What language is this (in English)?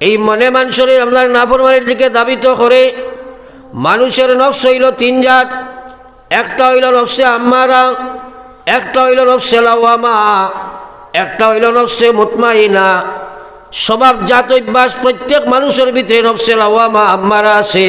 Sylheti